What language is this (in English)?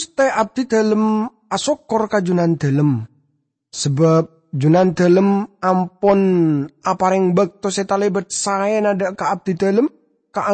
Madurese